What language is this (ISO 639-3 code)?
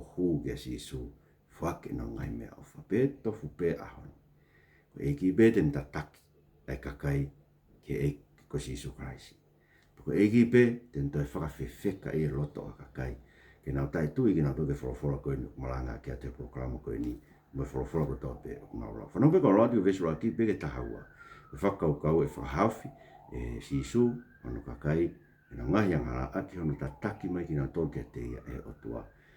ton